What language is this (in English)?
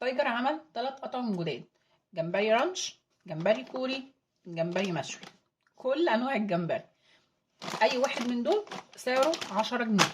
Egyptian Arabic